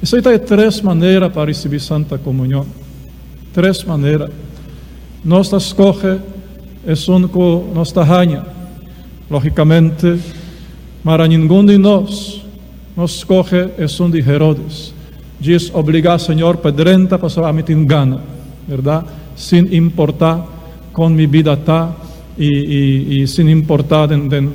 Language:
Papiamento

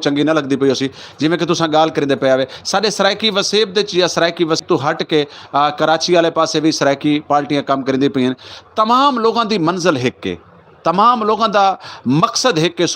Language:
Saraiki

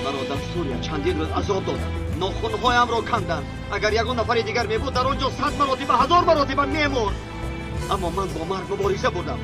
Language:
Tajik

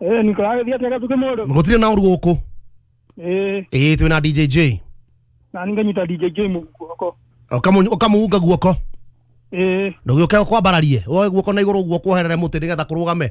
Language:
Kikuyu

